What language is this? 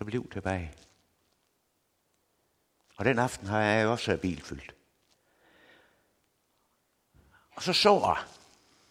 Danish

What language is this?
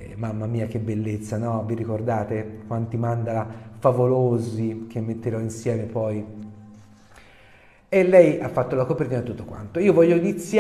Italian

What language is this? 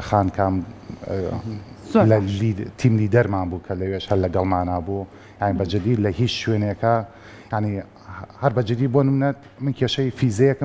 Central Kurdish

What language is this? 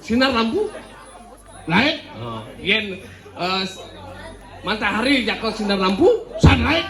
Balinese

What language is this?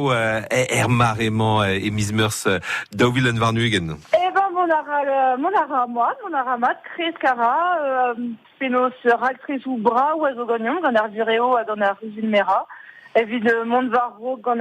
Breton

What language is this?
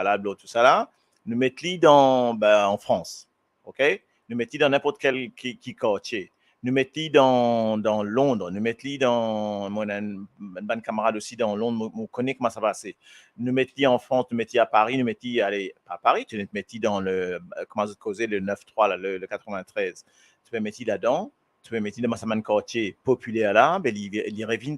Morisyen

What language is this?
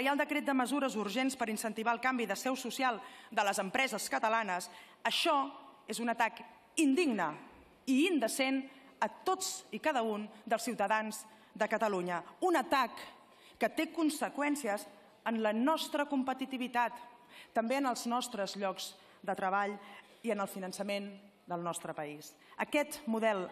Catalan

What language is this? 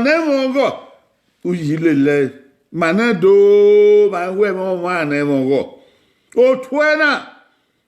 Bini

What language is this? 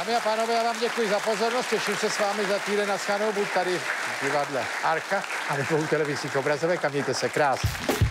Czech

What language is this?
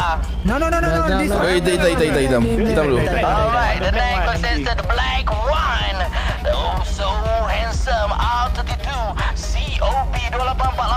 Malay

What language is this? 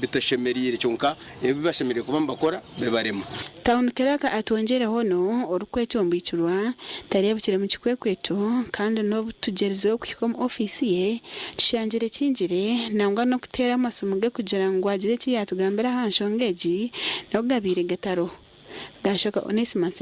Nyankole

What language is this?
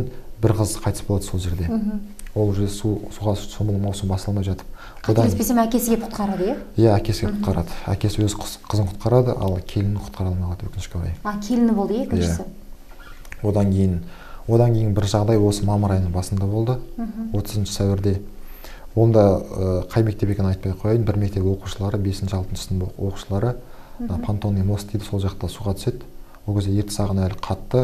Kazakh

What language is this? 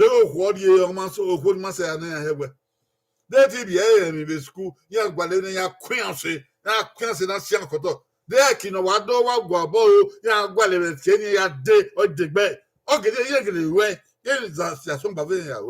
Bini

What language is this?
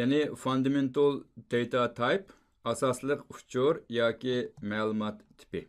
Uyghur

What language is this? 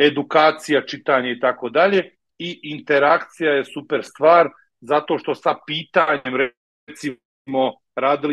Croatian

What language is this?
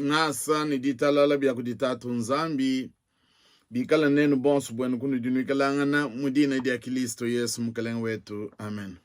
Luba-Lulua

